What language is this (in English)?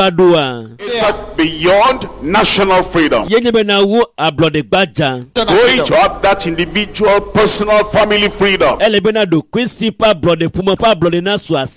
Ewe